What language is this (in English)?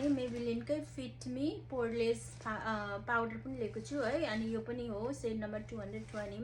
Nepali